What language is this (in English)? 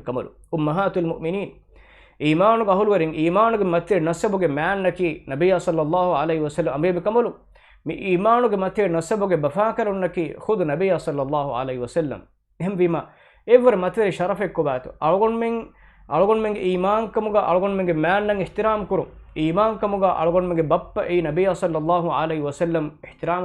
Divehi